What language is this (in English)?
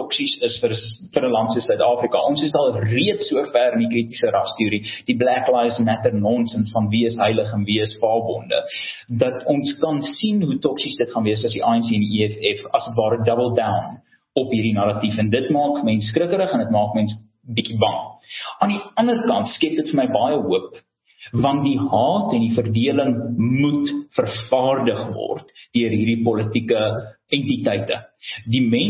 Afrikaans